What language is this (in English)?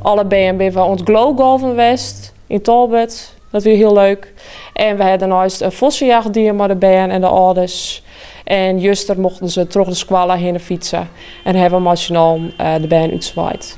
Western Frisian